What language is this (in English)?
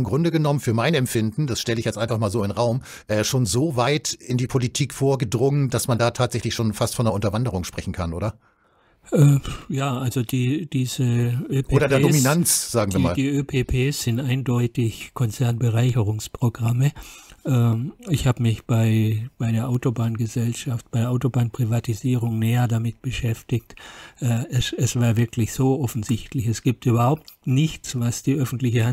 German